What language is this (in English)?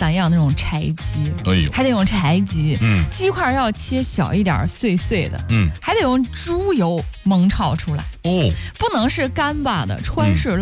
Chinese